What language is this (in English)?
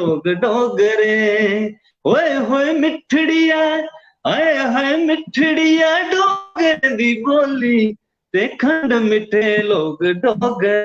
Dogri